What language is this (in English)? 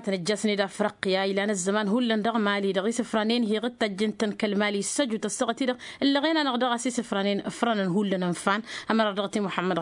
Tamasheq